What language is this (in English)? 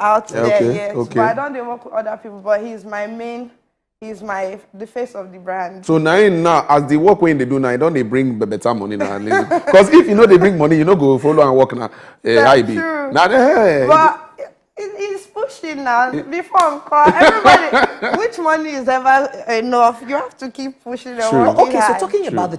Nigerian Pidgin